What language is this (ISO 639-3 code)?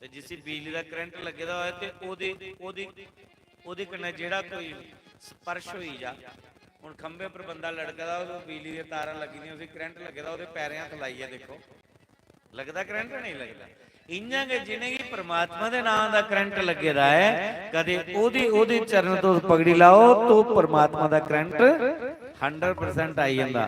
doi